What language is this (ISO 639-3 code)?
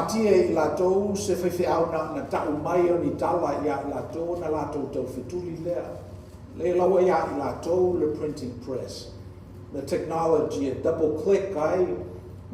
smo